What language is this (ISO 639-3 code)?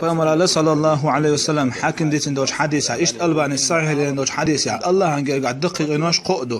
che